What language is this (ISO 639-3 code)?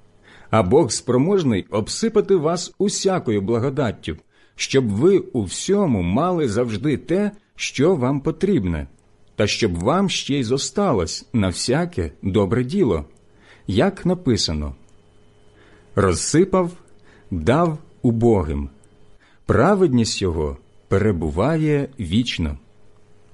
ukr